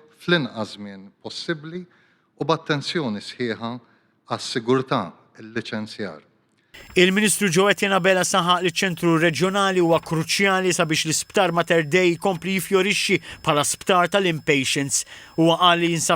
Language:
Maltese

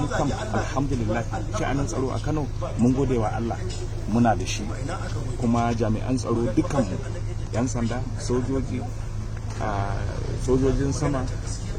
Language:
Hausa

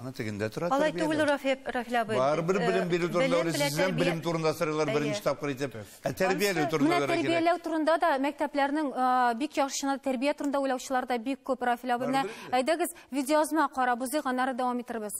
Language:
Tatar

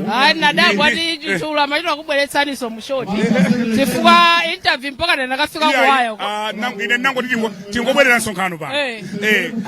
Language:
Nyanja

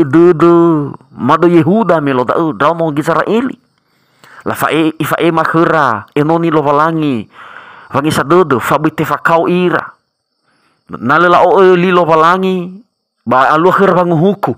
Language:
Nias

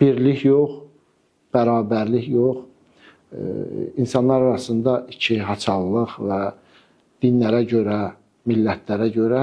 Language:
Azerbaijani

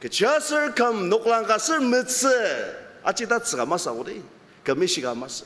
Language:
Ao Naga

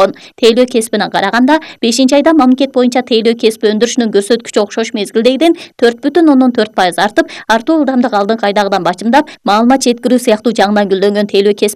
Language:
Kyrgyz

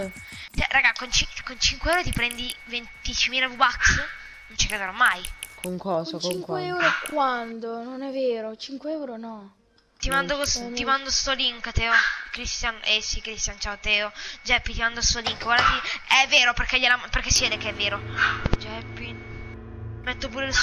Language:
Italian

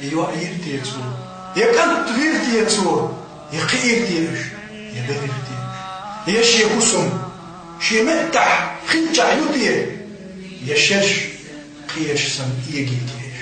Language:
Chechen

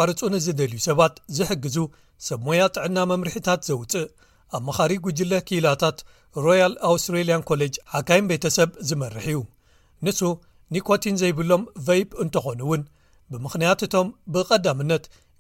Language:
Tigrinya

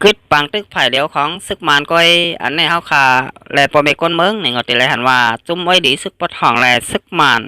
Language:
Shan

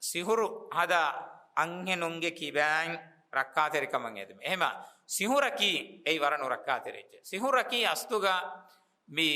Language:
Divehi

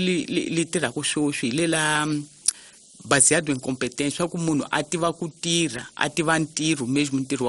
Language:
Tsonga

